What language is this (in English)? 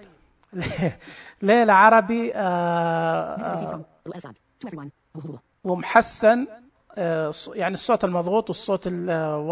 Najdi Arabic